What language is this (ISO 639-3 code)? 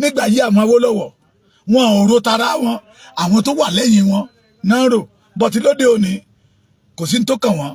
yor